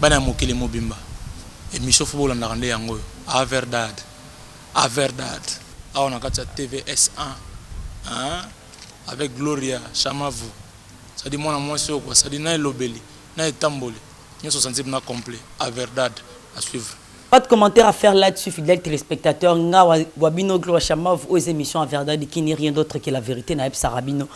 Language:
Lingala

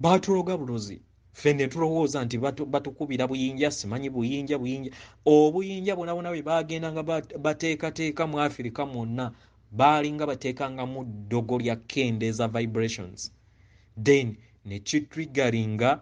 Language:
Ganda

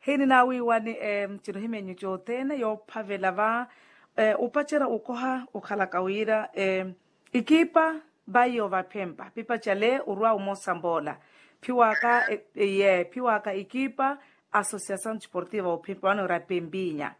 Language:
Makhuwa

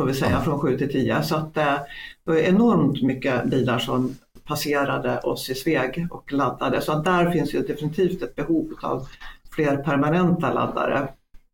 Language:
Swedish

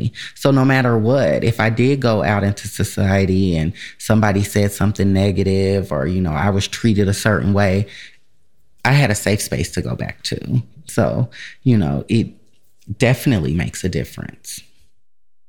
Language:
English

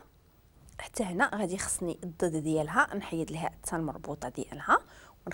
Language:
Moroccan Arabic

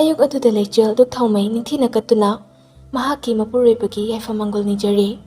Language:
Manipuri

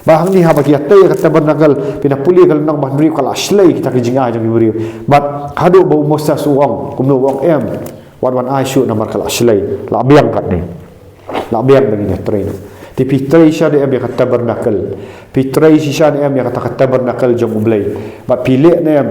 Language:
Khasi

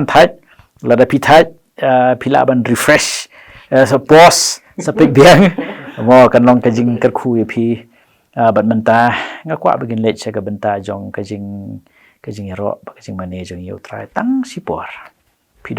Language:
Khasi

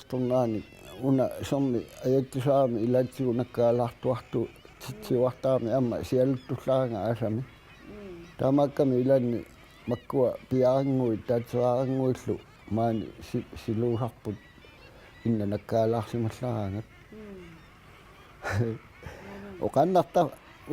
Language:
Kalaallisut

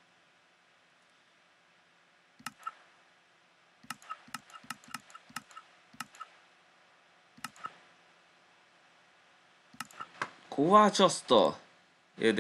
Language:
Hungarian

